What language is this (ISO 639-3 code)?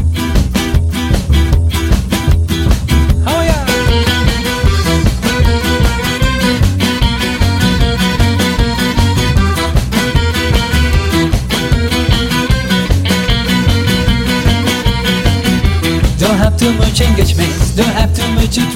eng